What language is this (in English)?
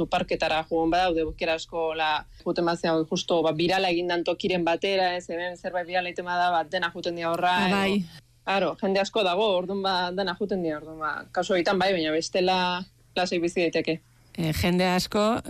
Basque